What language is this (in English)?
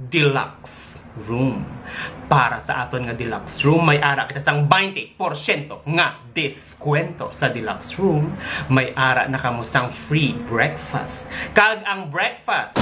Hiligaynon